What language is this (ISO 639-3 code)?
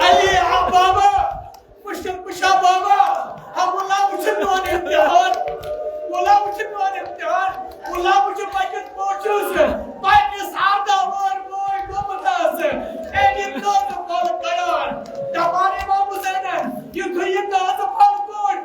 kas